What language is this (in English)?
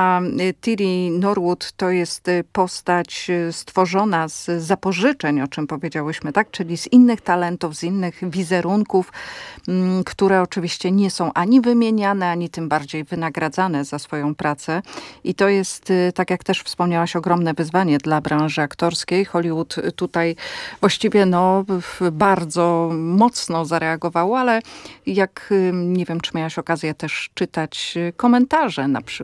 Polish